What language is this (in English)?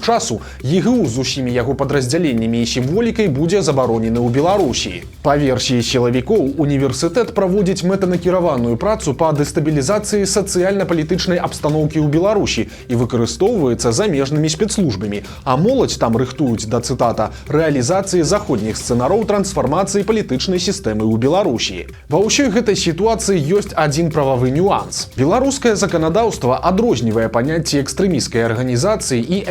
Belarusian